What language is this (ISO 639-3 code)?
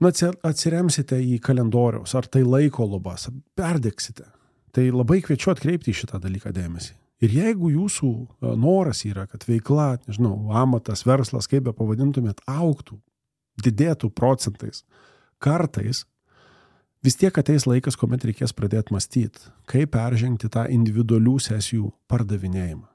lit